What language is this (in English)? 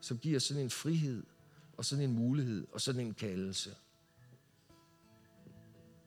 Danish